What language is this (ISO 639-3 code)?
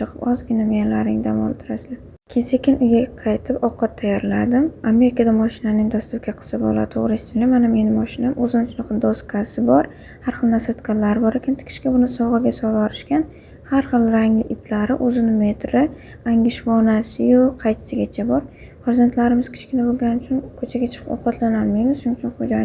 uzb